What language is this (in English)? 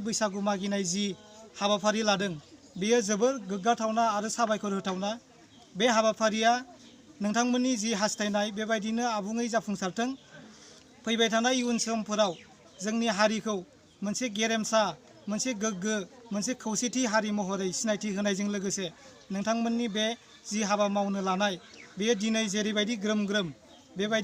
Bodo